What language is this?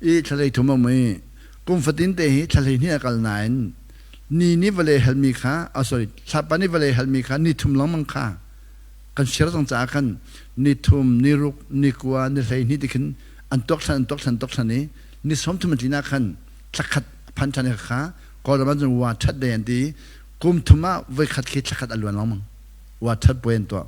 Hakha Chin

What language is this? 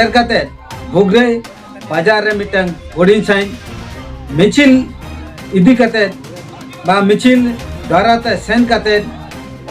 Santali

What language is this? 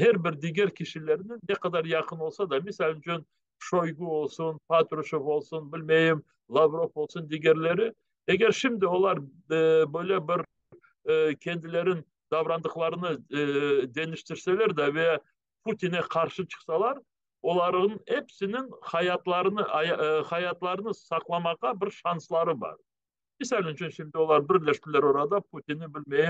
Crimean Tatar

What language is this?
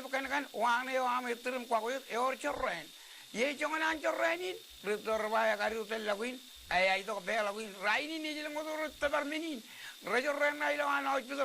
Marshallese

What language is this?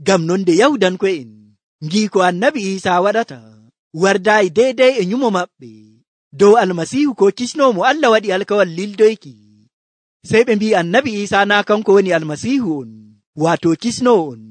Nigerian Fulfulde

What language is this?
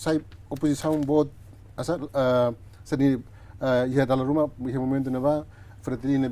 Tetum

